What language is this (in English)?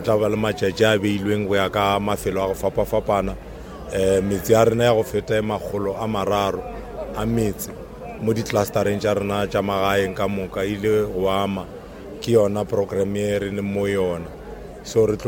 Northern Sotho